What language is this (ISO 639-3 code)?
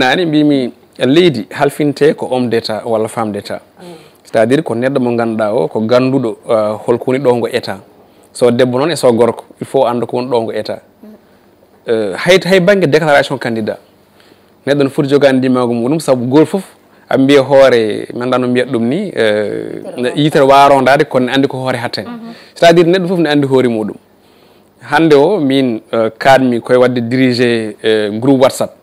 ful